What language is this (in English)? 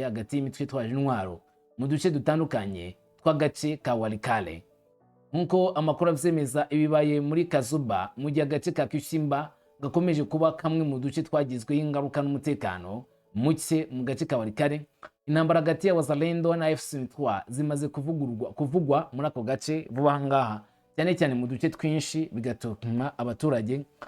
Kinyarwanda